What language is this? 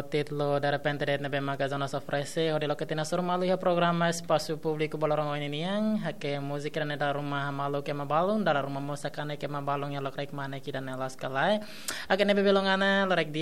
Tetum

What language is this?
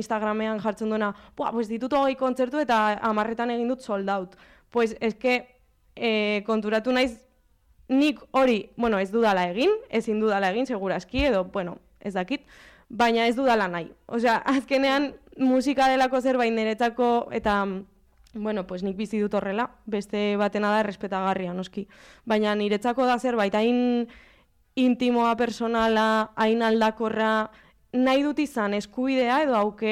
Basque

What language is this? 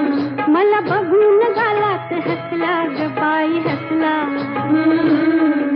Marathi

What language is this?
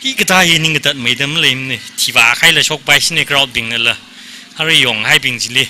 Tangkhul Naga (India)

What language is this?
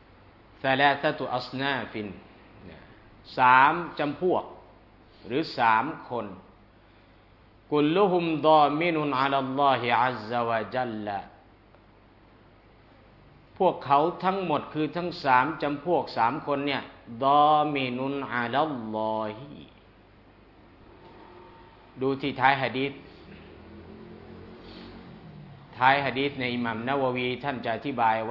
Thai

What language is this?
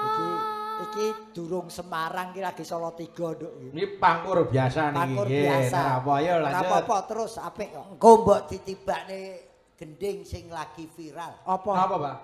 Javanese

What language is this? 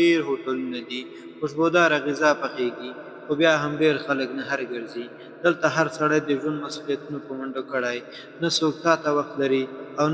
Pashto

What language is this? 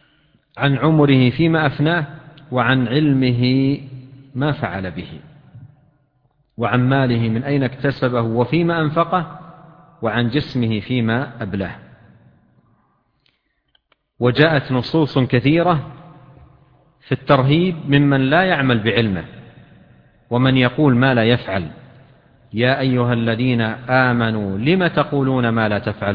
Arabic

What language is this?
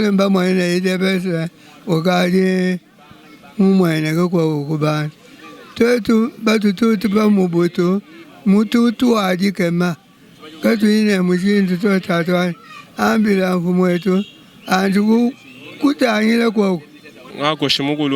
Luba-Lulua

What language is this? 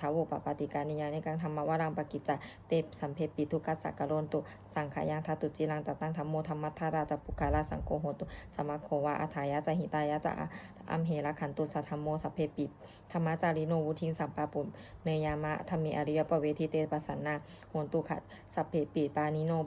Pali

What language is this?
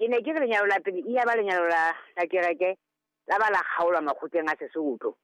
Southern Sotho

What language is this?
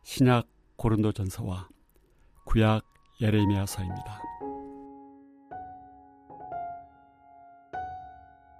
Korean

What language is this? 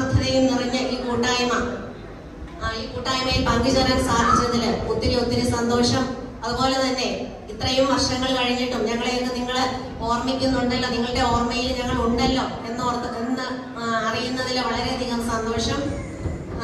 Malayalam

